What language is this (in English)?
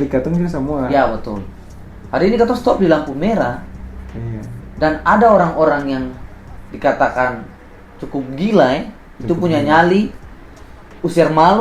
Ambonese Malay